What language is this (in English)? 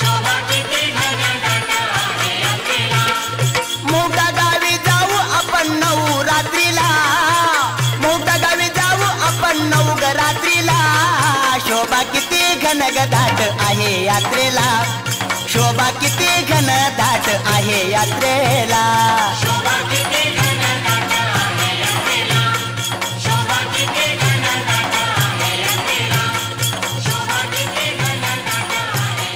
Marathi